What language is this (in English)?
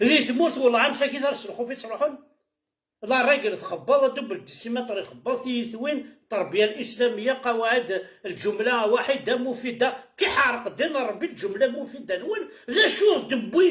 Kabyle